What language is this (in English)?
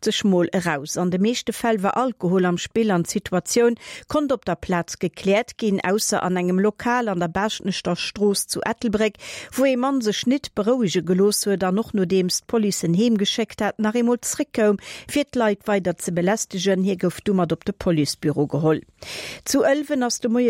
Luxembourgish